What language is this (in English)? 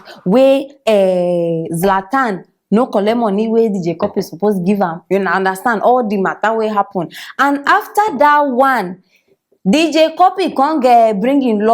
Nigerian Pidgin